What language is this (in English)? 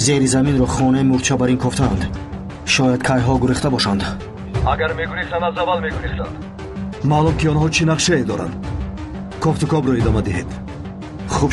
Tajik